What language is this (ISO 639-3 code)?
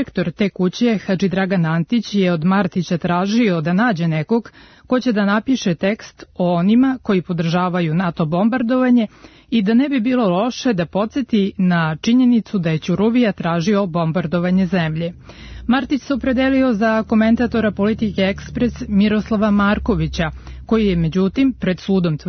srp